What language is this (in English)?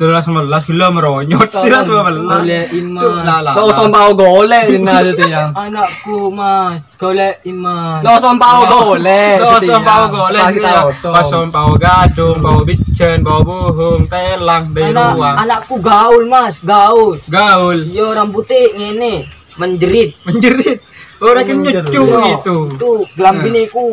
Madurese